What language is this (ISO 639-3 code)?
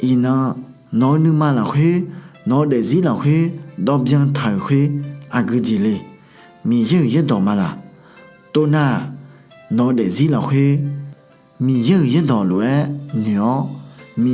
ahk